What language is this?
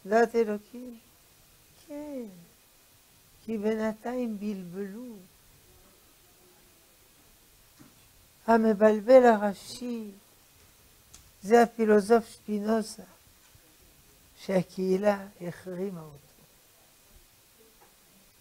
Hebrew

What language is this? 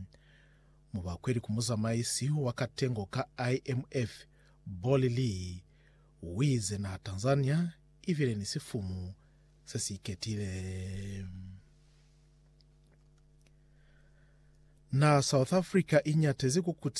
Lozi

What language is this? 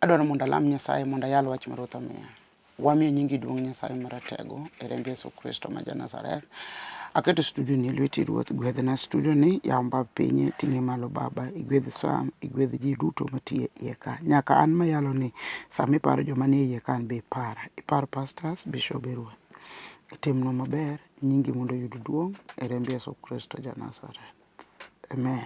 Luo (Kenya and Tanzania)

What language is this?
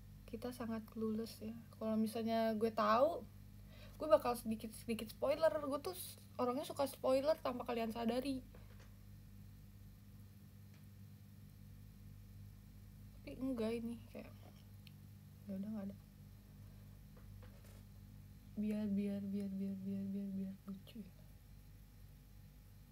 Indonesian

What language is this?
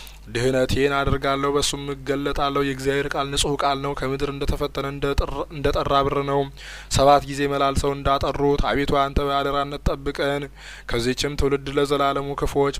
Amharic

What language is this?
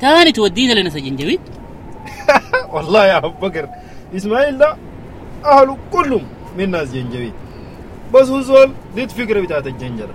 Sudanese Arabic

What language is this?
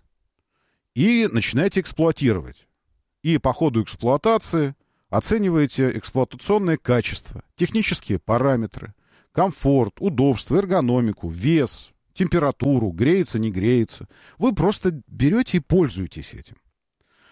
Russian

